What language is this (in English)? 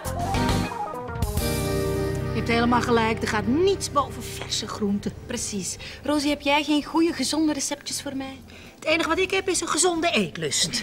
Dutch